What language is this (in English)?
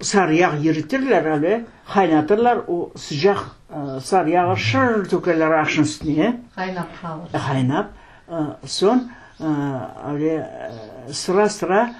Crimean Tatar